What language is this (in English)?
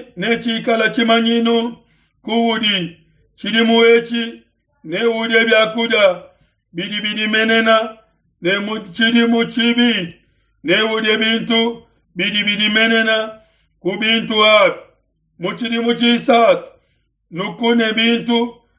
Luba-Lulua